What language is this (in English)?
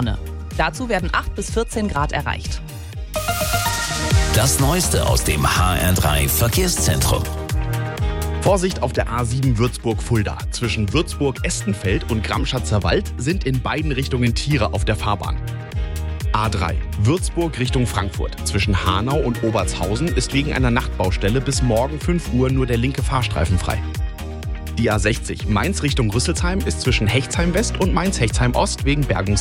German